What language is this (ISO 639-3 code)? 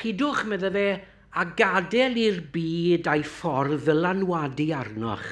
cym